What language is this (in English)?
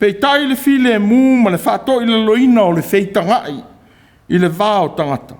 Samoan